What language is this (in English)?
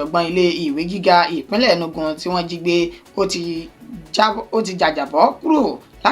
Yoruba